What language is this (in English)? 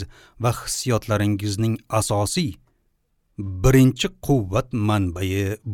Uzbek